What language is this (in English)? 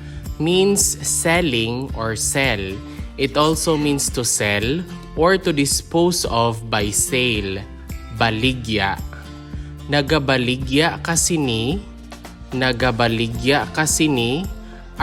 Hiligaynon